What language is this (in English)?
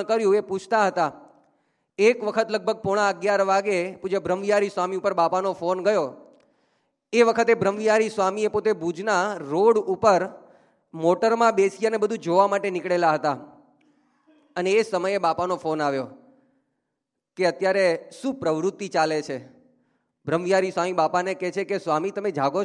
Gujarati